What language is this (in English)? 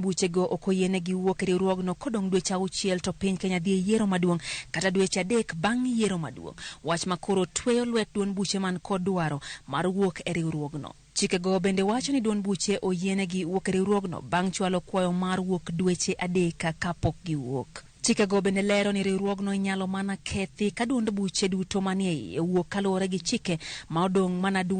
Luo (Kenya and Tanzania)